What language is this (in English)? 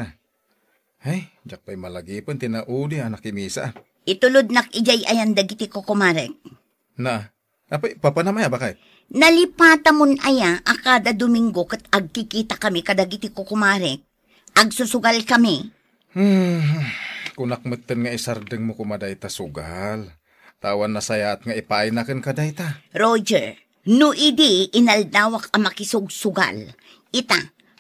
Iloko